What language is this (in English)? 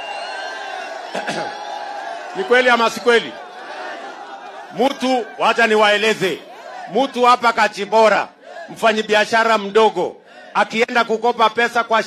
Swahili